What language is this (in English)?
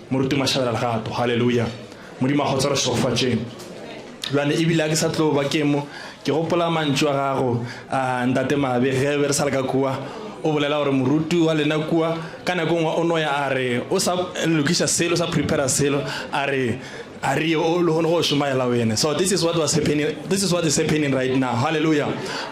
Northern Sotho